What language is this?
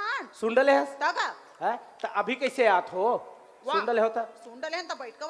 Chhattisgarhi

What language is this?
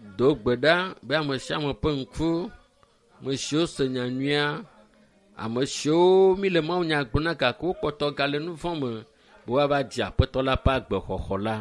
Ewe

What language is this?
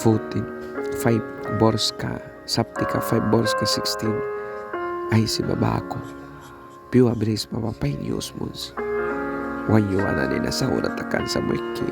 Mískito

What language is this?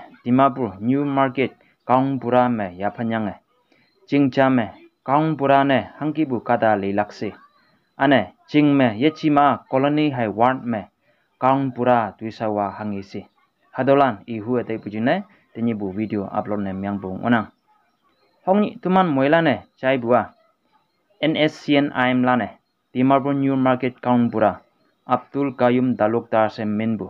Konyak Naga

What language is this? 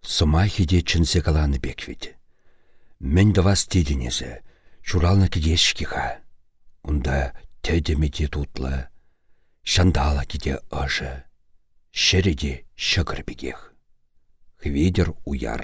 Chuvash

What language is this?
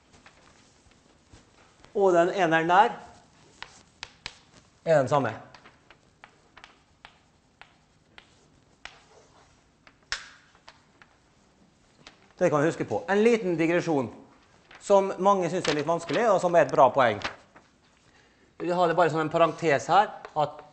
Norwegian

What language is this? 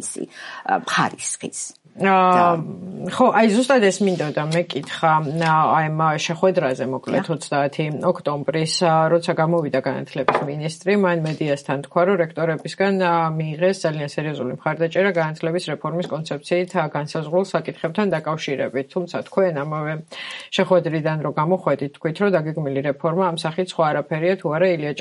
Georgian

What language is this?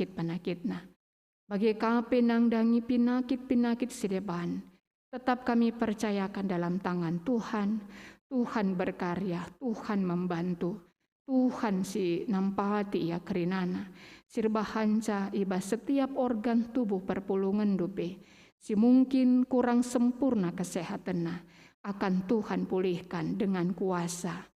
Batak Karo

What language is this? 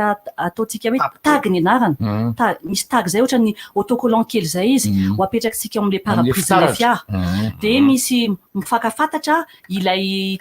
Malagasy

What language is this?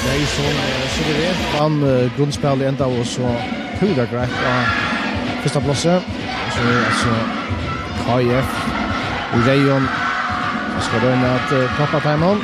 Faroese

